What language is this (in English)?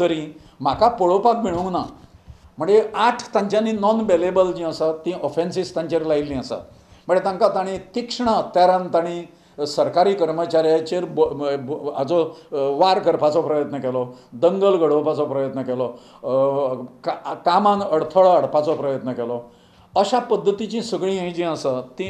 Konkani